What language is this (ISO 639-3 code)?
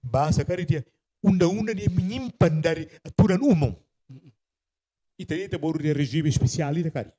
tet